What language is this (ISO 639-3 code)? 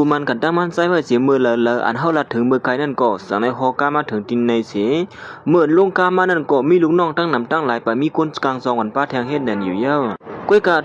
shn